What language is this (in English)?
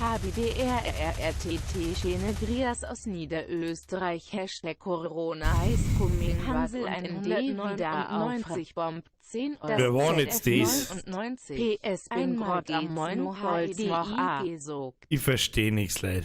Bavarian